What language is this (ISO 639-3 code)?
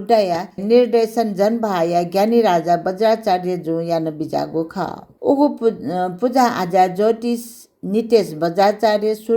new